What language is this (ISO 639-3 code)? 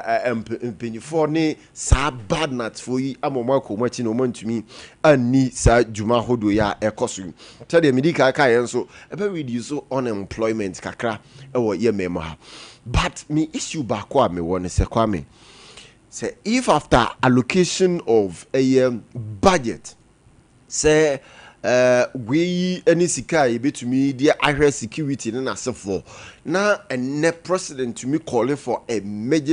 aka